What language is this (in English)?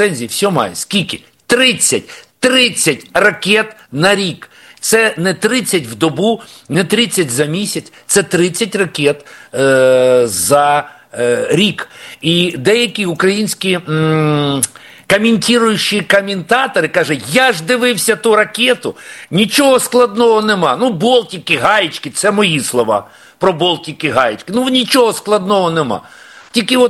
Ukrainian